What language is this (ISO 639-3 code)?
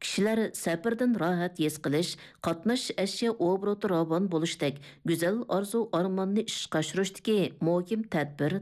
uig